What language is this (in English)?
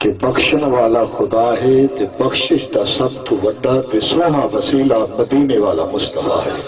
Saraiki